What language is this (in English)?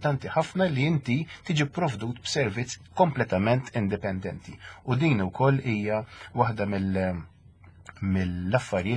Maltese